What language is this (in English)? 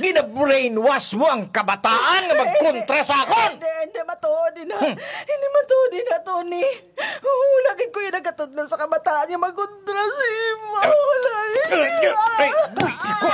Hiligaynon